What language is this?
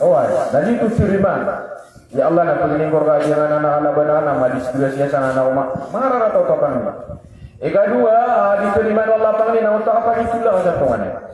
Maranao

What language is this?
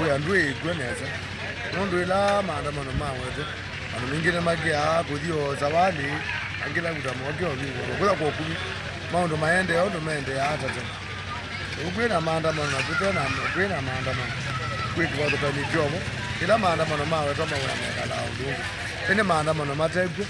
Kamba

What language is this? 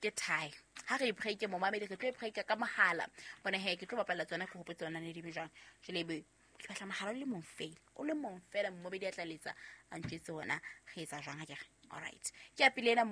Southern Sotho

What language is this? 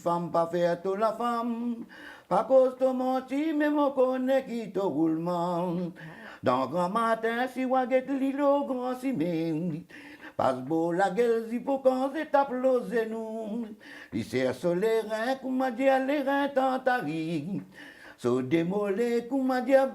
Morisyen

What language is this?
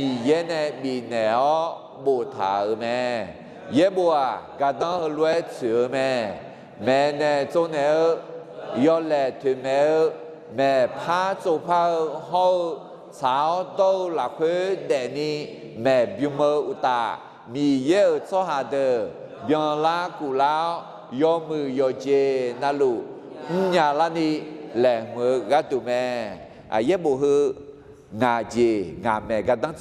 Akha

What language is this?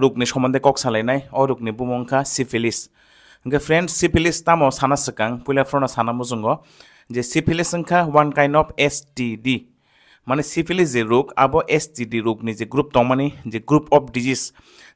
Kok Borok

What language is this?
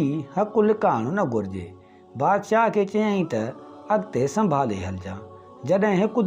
Sindhi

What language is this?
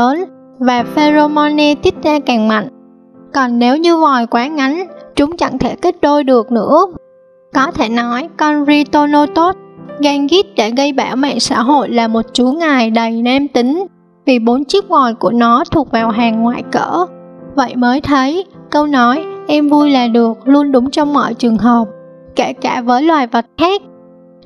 Vietnamese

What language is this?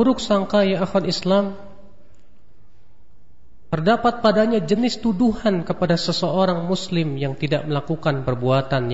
Indonesian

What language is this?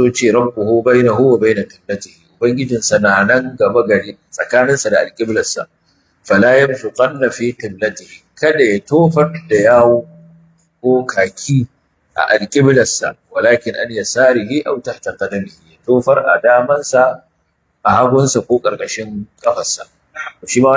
Hausa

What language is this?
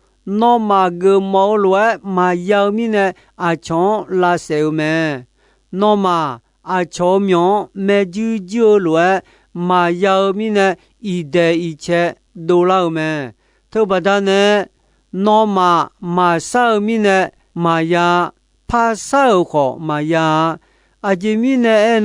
Akha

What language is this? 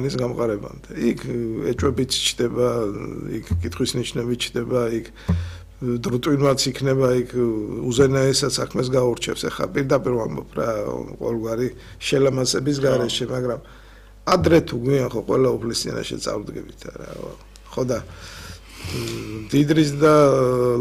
Georgian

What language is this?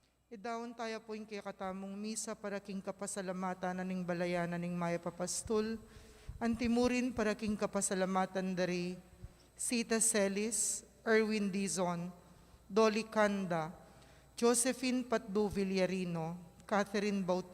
Pampanga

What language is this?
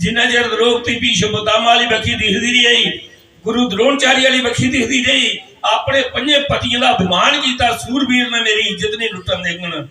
Dogri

